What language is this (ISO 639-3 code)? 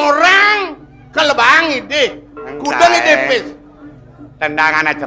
ban